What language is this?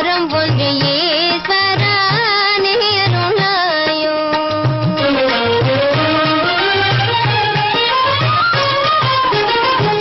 Tamil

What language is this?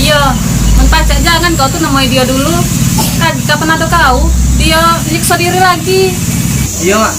Musi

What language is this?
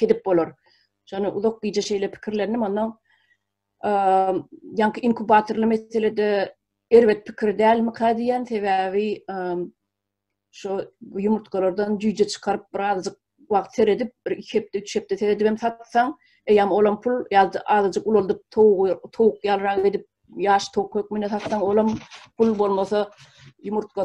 Turkmen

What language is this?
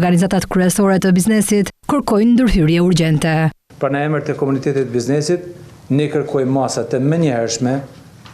Albanian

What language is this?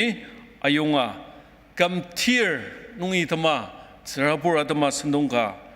Ao Naga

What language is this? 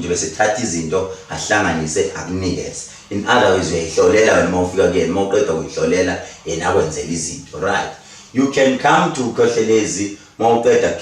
Zulu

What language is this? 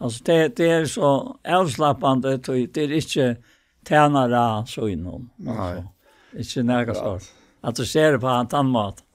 Faroese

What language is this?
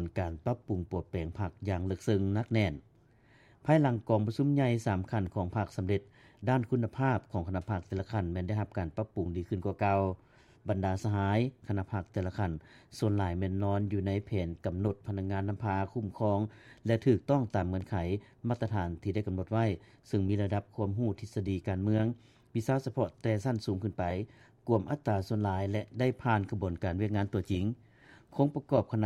Lao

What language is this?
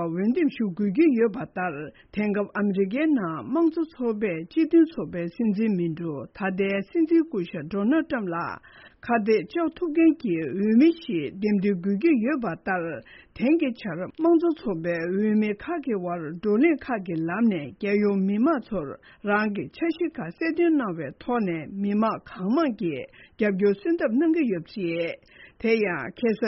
Tibetan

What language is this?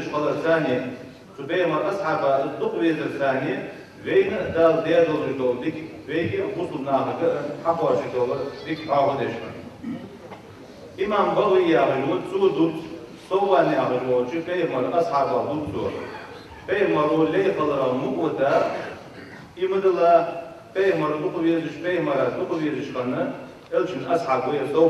Ingush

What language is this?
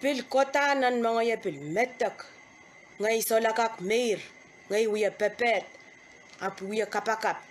Pohnpeian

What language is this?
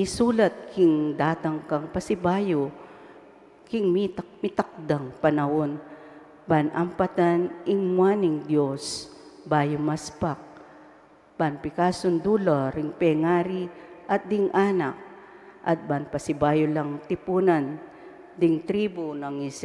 Pampanga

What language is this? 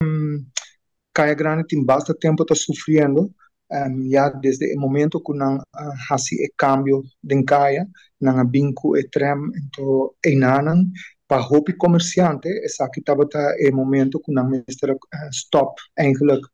Papiamento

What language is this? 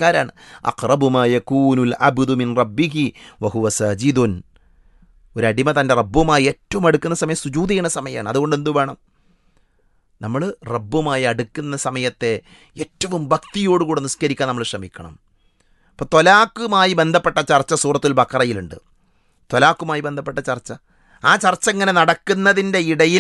Malayalam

